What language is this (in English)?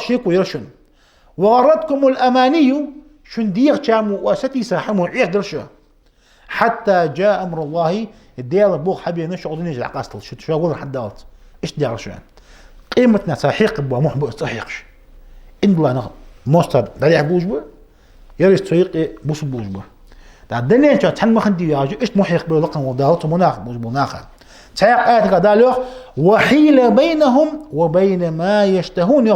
Ingush